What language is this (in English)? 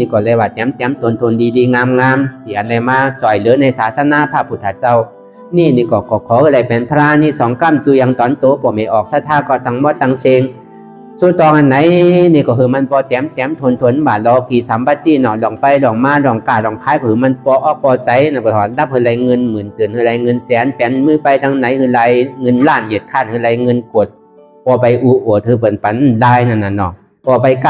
Shan